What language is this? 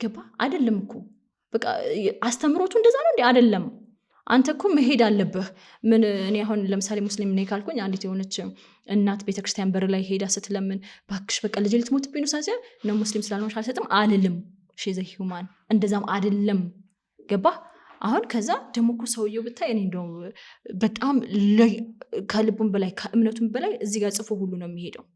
Amharic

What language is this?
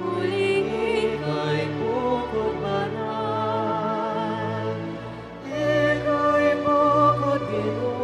Pampanga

